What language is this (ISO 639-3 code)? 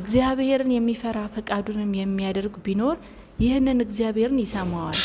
amh